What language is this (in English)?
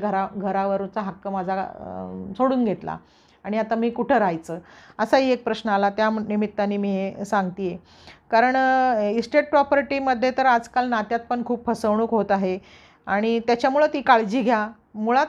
Marathi